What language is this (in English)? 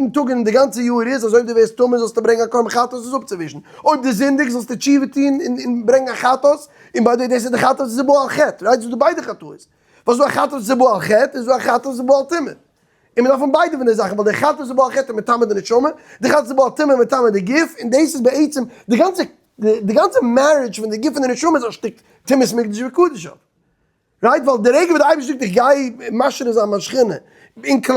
Yiddish